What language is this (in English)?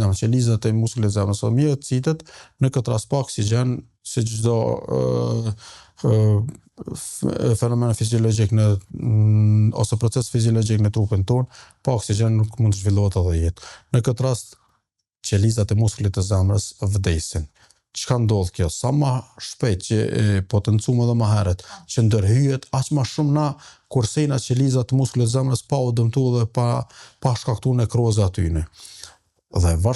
Albanian